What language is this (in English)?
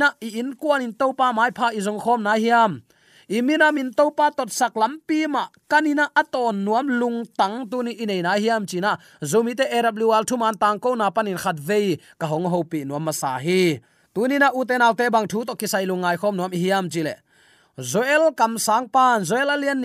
Tedim Chin